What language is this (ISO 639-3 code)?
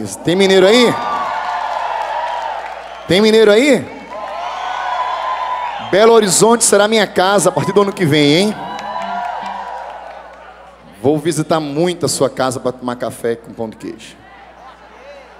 por